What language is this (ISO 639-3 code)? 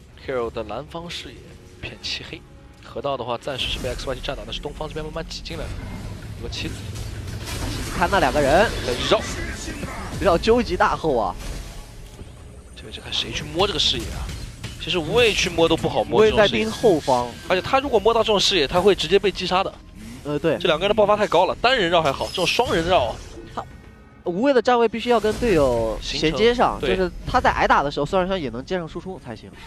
zho